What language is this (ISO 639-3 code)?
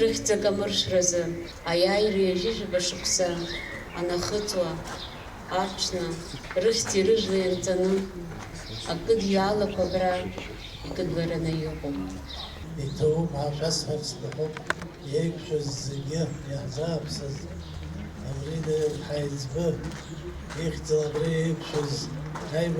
abk